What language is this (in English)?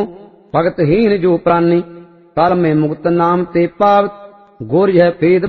Punjabi